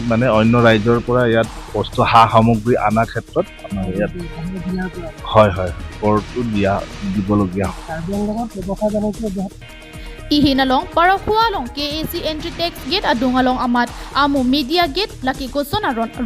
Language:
Karbi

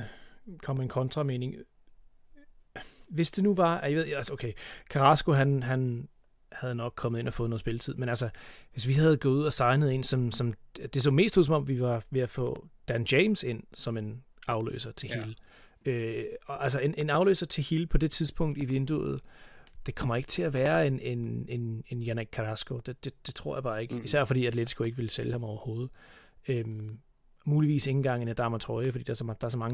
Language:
Danish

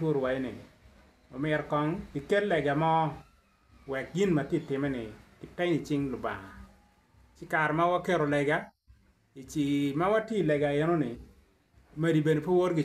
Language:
Acoli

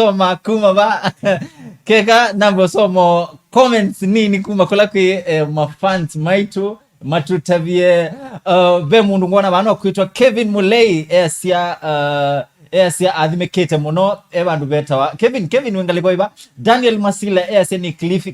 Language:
Kamba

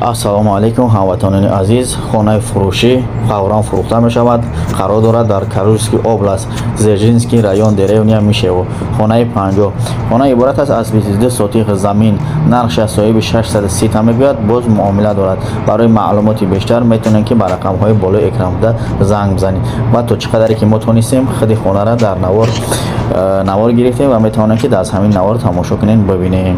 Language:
Tajik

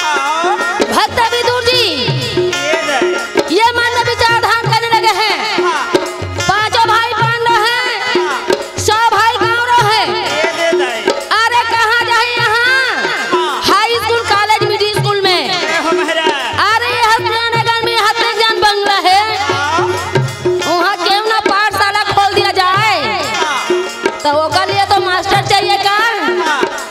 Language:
Chhattisgarhi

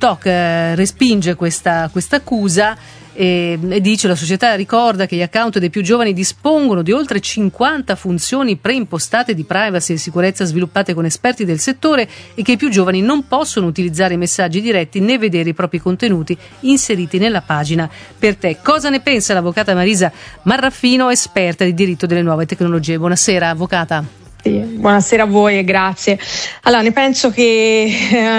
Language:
Italian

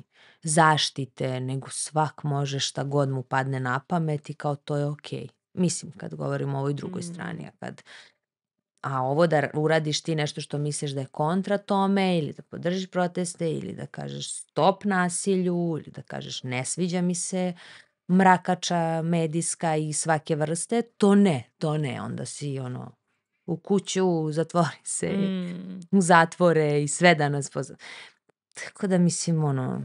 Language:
Serbian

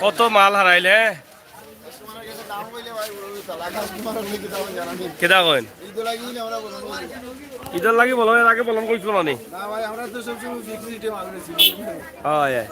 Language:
Sylheti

